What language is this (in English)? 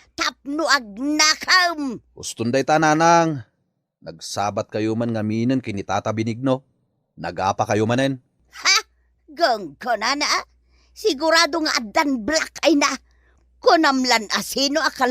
Iloko